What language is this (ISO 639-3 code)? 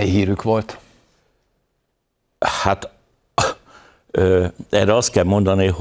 hun